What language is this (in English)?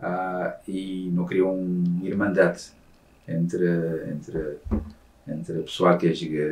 Kabuverdianu